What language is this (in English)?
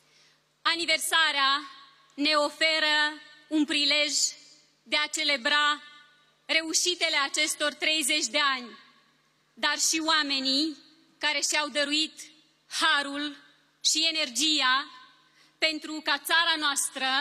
Romanian